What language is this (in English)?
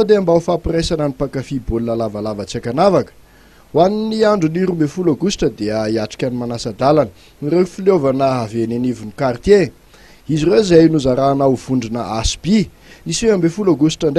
Malagasy